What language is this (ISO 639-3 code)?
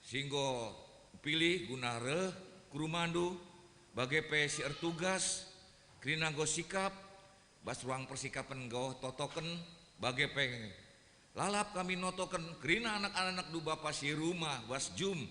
btx